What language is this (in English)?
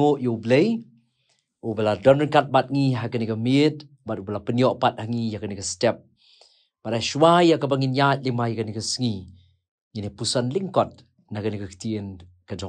Khasi